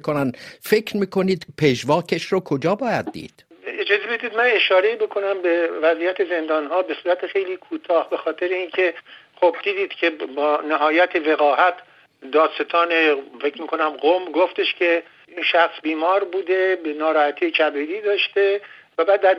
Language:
Persian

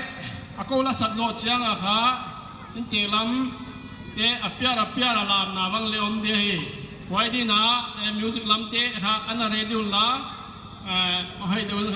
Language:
Paite Chin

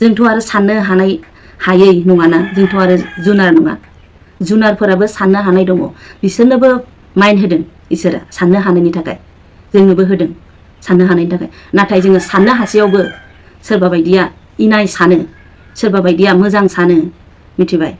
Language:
Bodo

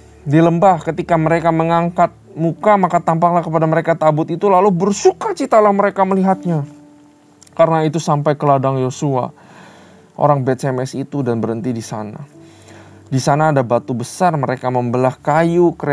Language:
Indonesian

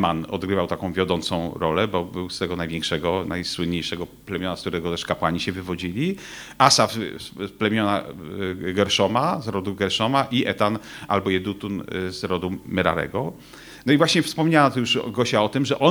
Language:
Polish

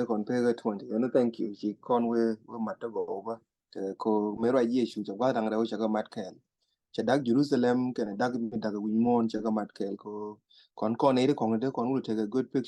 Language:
Nuer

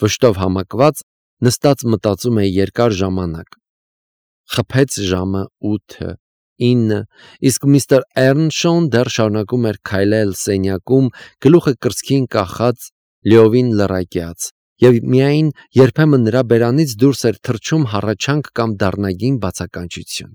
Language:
Armenian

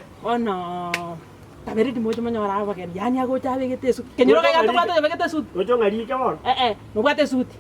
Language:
Gusii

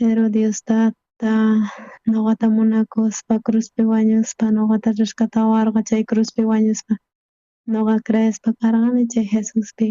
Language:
South Bolivian Quechua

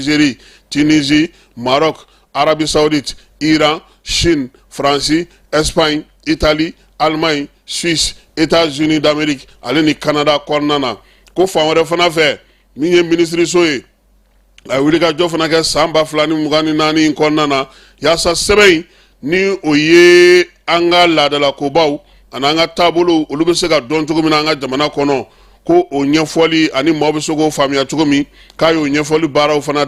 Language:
Bambara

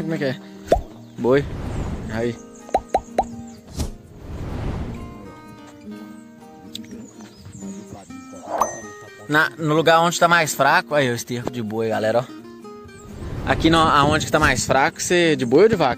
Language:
Portuguese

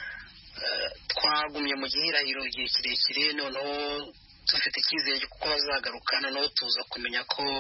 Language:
Kinyarwanda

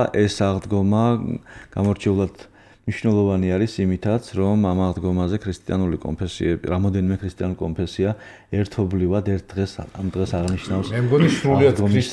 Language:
Georgian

